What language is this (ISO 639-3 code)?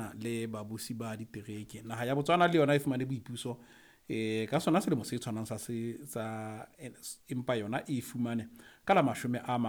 sot